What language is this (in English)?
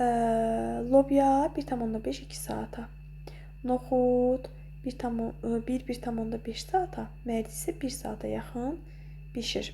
Azerbaijani